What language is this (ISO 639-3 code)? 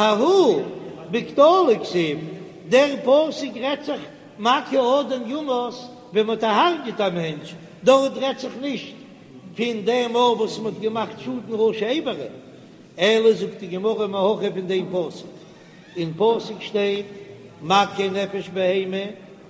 yid